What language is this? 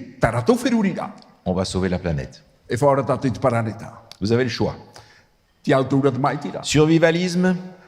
Tahitian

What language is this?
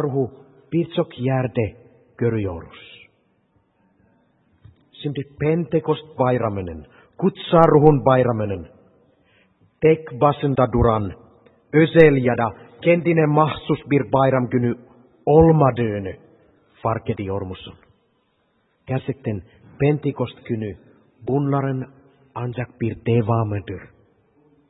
Turkish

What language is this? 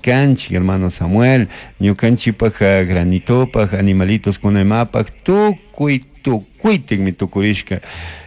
Chimborazo Highland Quichua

